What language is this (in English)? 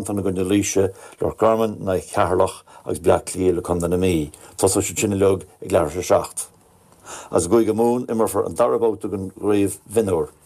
Irish